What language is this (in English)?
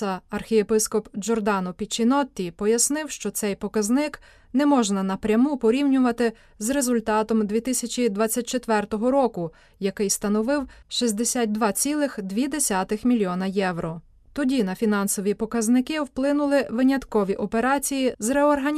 Ukrainian